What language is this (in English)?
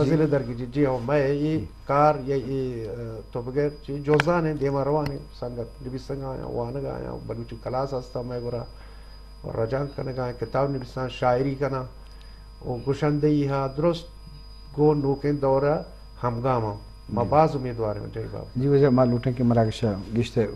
Eastern Balochi